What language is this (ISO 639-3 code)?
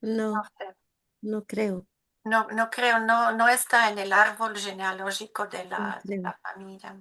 lad